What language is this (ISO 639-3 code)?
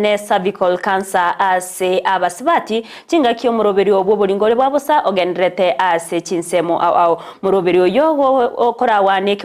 guz